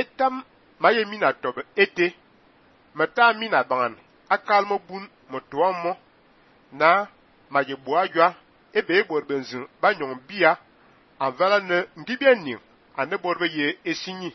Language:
Fang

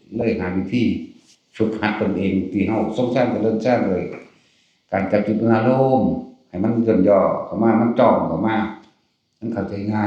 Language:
Northeastern Thai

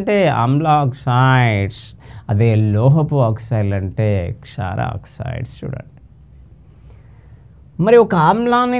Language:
Telugu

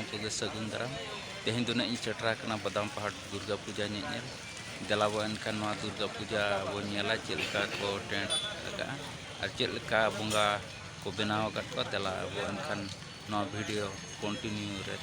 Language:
Santali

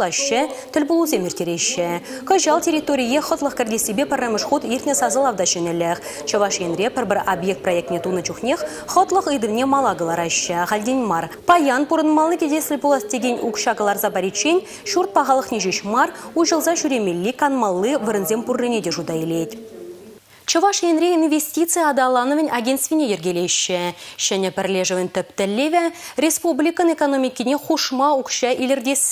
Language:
Chuvash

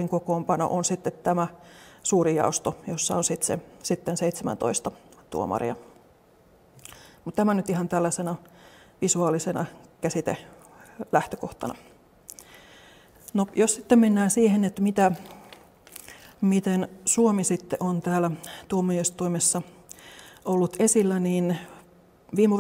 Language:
Finnish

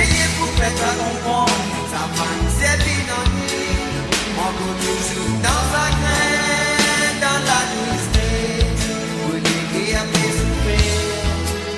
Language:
Morisyen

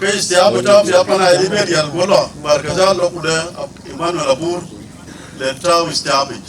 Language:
Dinka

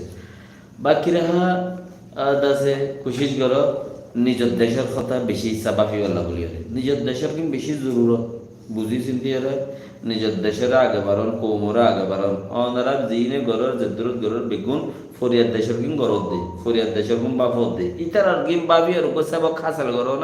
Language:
Rohingya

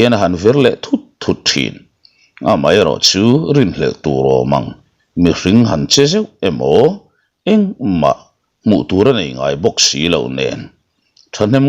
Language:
Mizo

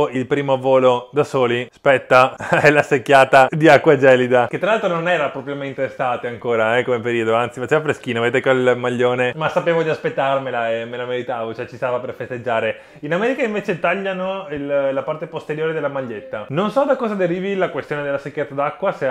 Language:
Italian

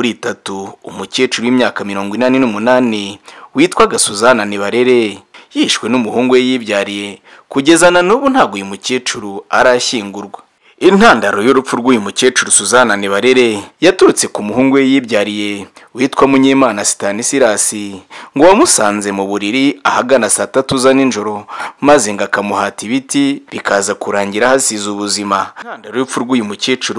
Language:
Kinyarwanda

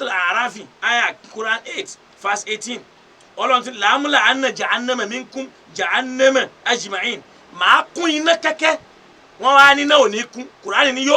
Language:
Yoruba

